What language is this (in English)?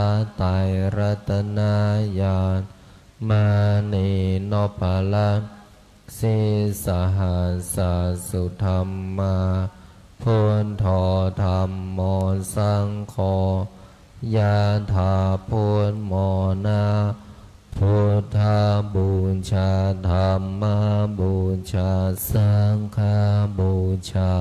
Pali